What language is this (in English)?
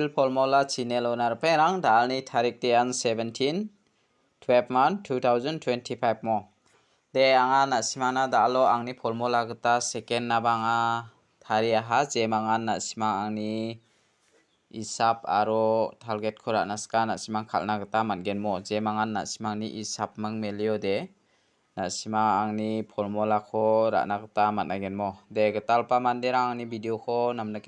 Garo